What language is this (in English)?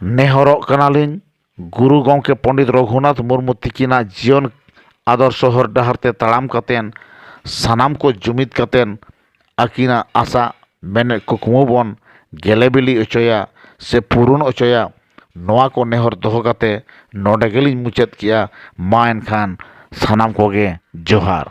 Santali